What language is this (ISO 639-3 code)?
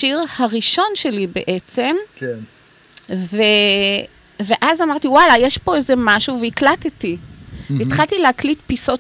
heb